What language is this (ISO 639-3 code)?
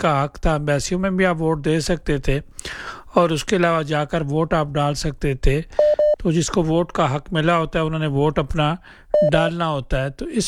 urd